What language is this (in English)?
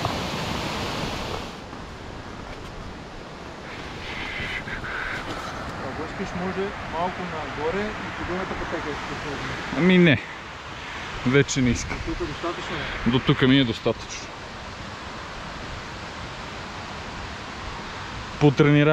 Bulgarian